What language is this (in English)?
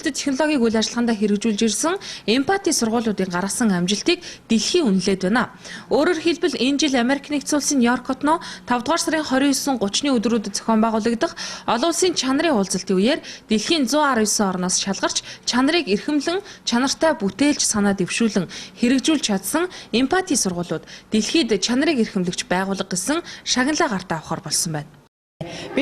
Mongolian